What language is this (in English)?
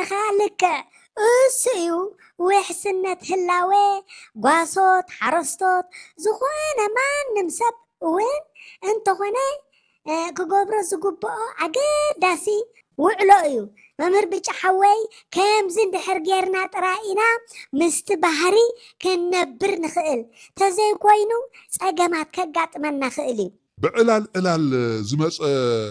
Tigrinya